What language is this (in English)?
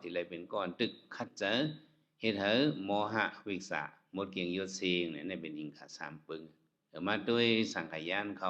Shan